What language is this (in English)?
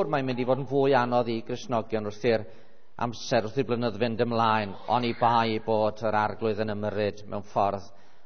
Welsh